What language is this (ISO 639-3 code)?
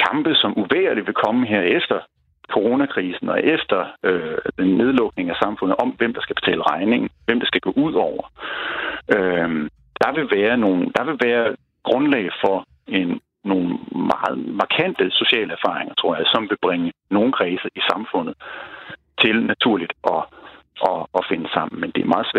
dan